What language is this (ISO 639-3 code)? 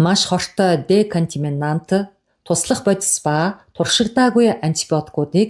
mon